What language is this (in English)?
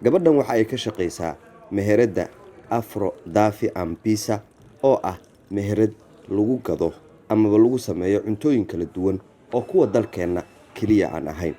Somali